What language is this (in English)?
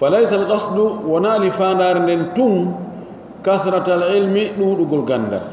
Pular